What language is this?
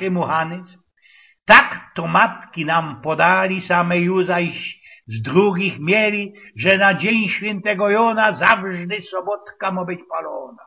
Silesian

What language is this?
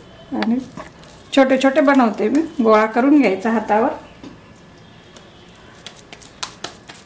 Marathi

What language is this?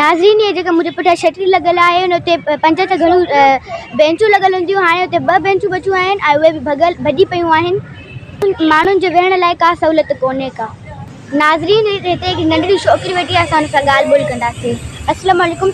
Sindhi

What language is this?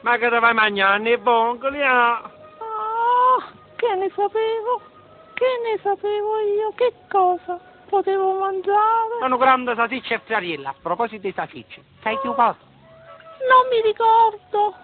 Neapolitan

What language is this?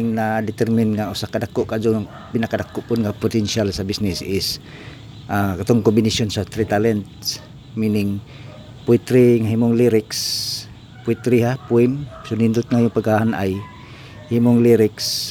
Cebuano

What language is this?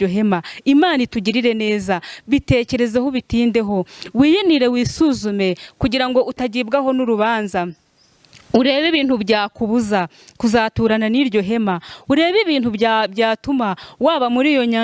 Kinyarwanda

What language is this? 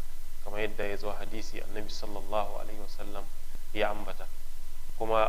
Hausa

